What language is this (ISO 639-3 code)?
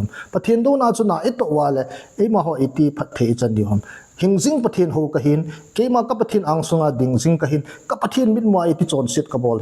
tcz